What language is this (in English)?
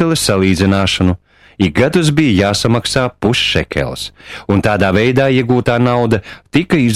Latvian